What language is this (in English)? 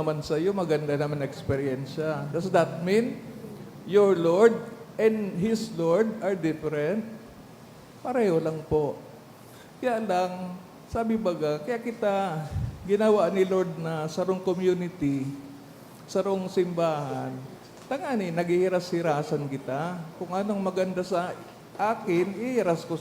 Bikol